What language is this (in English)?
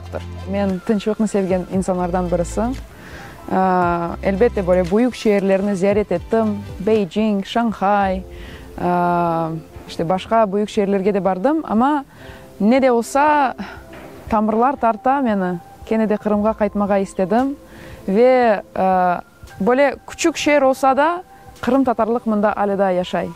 Crimean Tatar